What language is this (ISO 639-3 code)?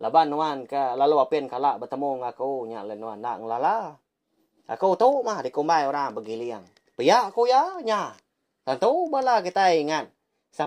iba